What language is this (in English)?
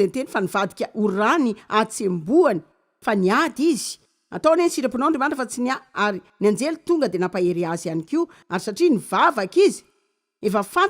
Malagasy